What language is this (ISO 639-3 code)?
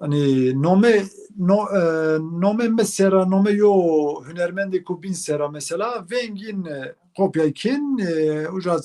zza